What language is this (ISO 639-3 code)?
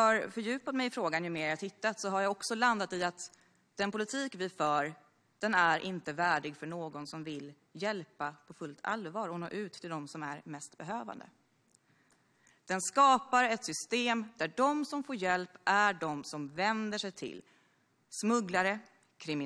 swe